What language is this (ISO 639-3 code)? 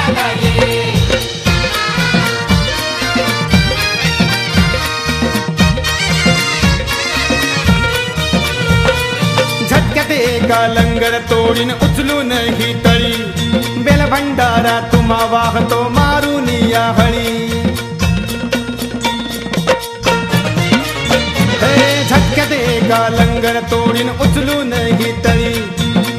mar